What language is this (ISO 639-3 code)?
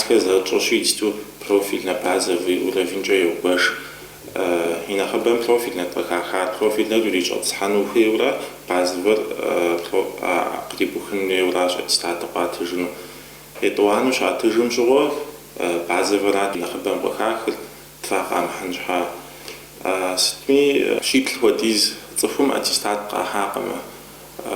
kbd